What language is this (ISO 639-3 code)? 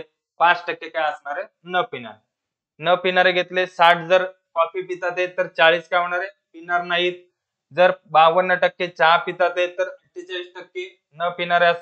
mar